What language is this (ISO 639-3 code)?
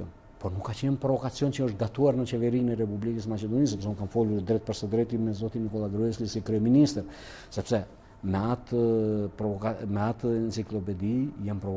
sqi